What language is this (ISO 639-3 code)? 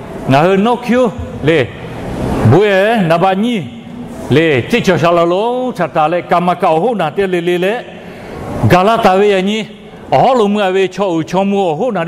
lhu